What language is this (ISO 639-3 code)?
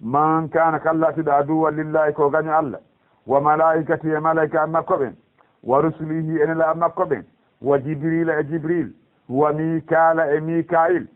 ful